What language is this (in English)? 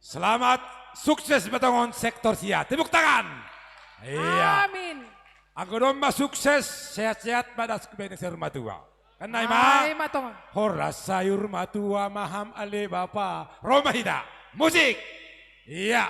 Batak Simalungun